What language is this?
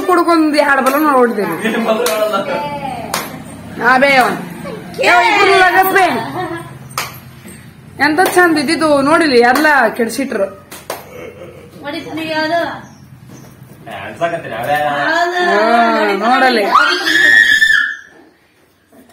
Kannada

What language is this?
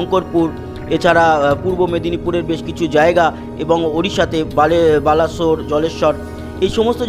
Bangla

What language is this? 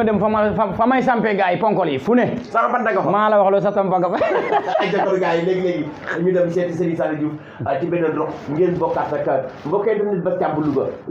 Wolof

